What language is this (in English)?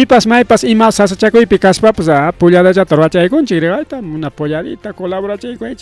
Ayacucho Quechua